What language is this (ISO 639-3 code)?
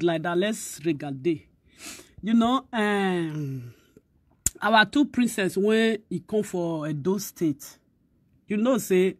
pcm